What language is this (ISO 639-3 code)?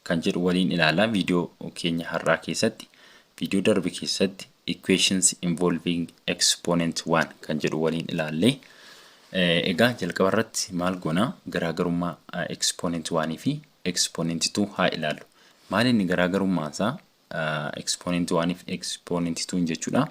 orm